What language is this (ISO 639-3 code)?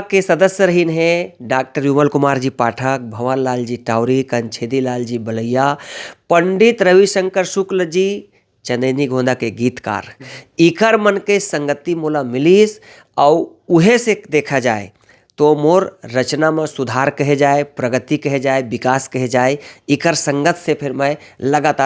hne